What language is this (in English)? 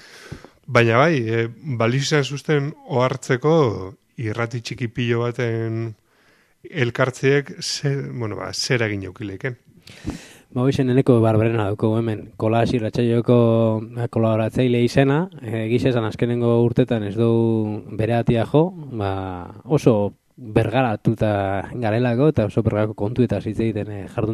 Basque